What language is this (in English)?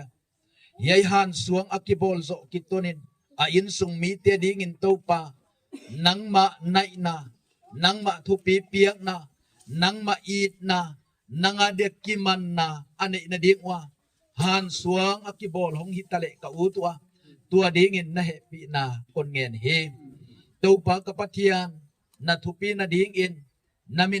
Gangte